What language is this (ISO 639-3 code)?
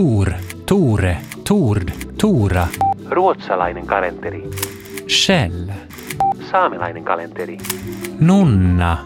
fin